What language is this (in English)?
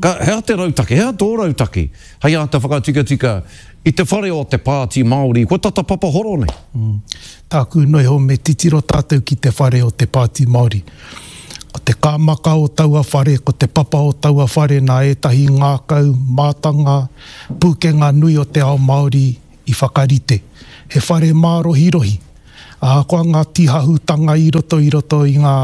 Māori